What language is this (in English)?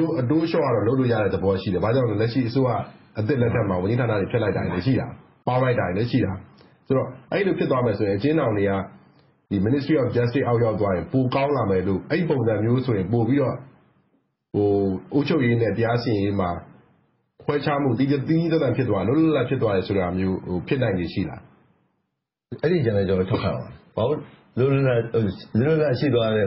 Burmese